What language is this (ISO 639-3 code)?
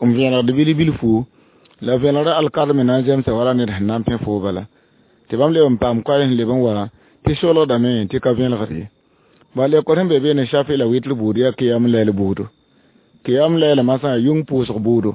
mos